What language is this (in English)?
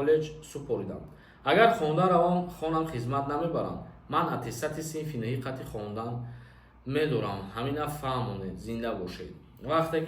Tajik